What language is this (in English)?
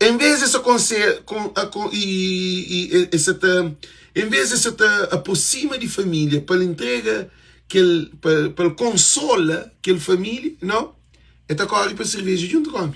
Kabuverdianu